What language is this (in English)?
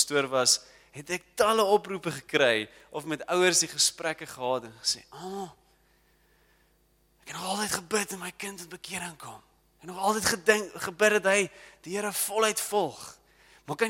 Afrikaans